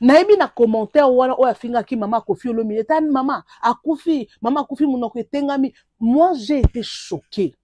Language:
Lingala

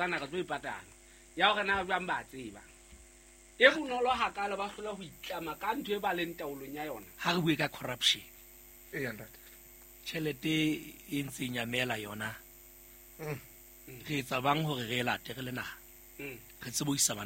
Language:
Southern Sotho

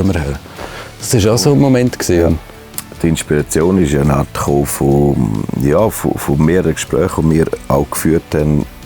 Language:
Swiss German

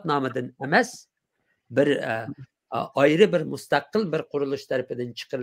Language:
Uyghur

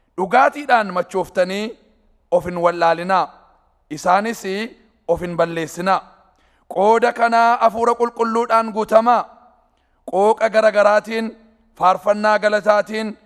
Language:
Oromo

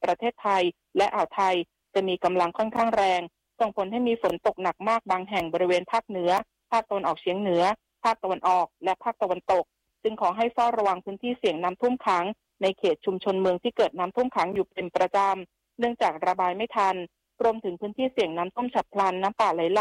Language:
Thai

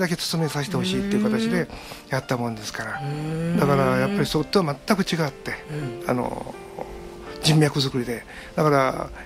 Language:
Japanese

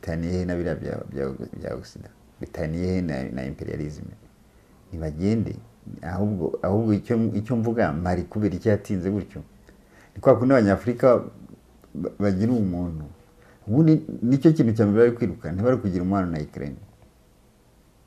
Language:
Kinyarwanda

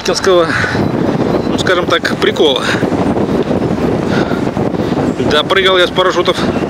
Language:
Russian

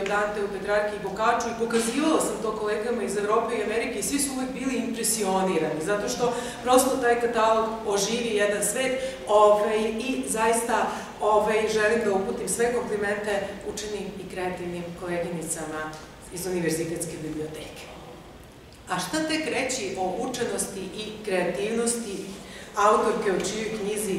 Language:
Serbian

